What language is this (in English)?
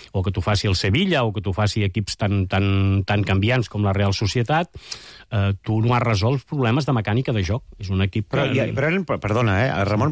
Catalan